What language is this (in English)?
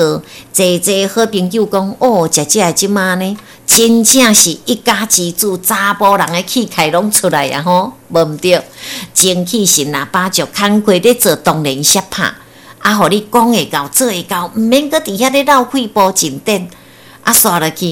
Min Nan Chinese